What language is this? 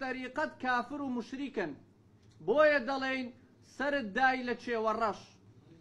Central Kurdish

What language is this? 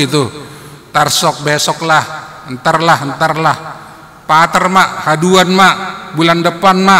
Batak Simalungun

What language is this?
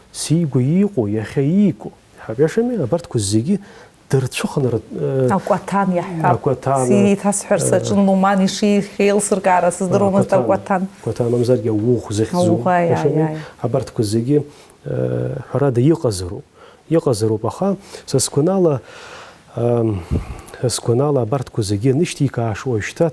Abkhazian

